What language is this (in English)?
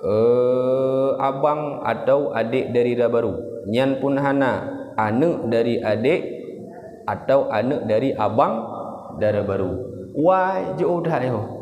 Achinese